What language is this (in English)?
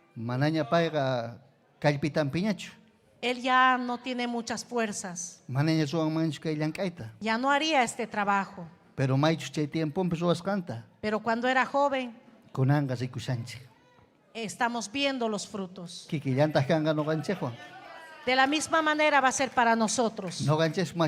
Ayacucho Quechua